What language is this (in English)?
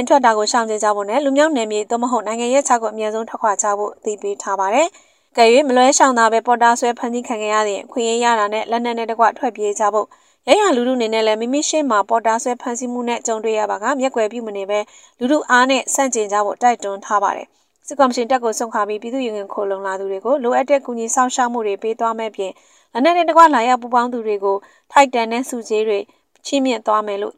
Burmese